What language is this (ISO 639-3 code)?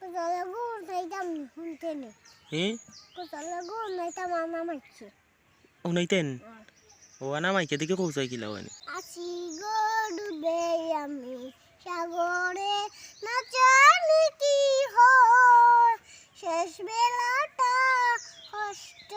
syl